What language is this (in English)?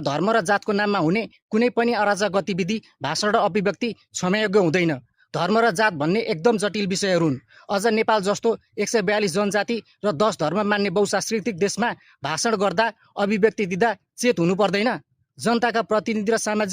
Nepali